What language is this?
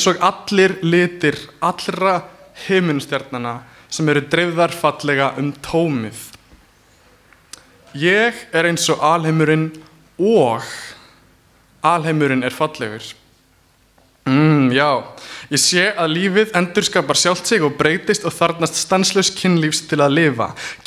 Icelandic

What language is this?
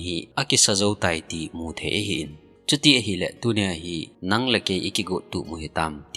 Thado Chin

